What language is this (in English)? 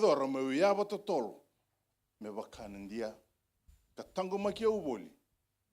Fijian